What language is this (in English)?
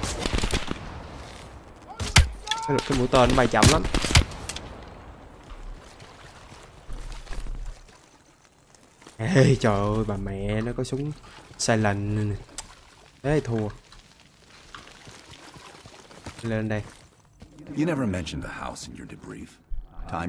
Vietnamese